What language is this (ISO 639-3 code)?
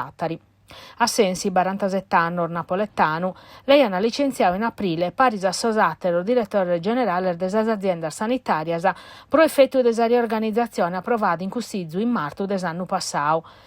srd